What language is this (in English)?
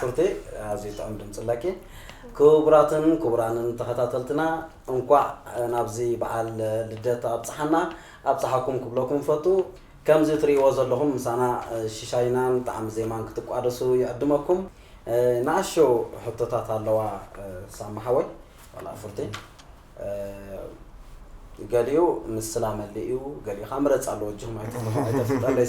Tigrinya